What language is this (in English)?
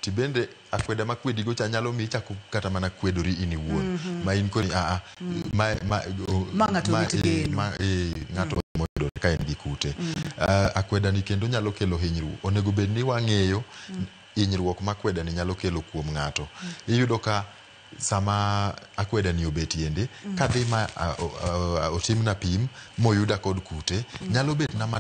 Luo (Kenya and Tanzania)